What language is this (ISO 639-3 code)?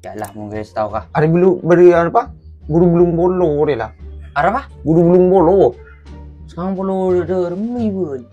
mad